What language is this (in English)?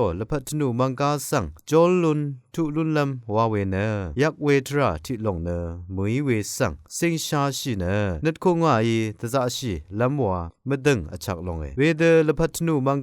Rawang